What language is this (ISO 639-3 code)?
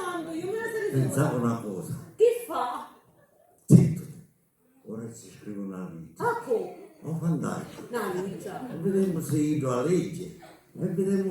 scn